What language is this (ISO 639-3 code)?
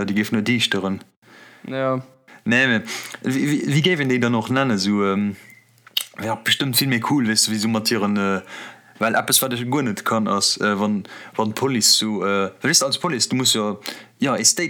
ltz